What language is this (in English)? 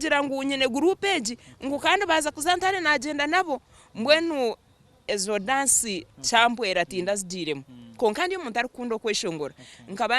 Nyankole